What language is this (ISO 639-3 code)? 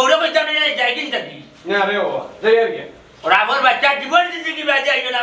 syl